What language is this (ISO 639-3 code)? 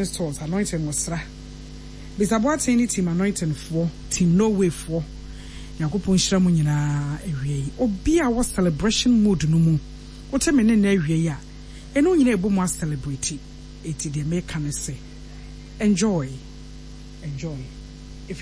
aka